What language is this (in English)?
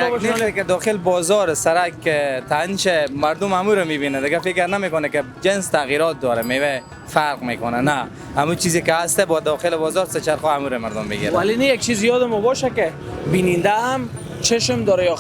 Persian